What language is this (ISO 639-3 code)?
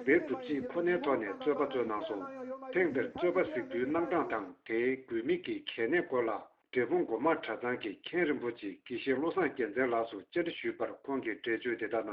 bod